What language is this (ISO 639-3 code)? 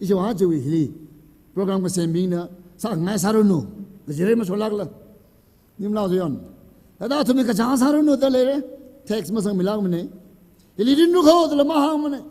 nmf